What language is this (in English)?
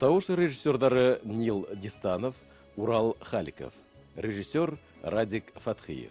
Bashkir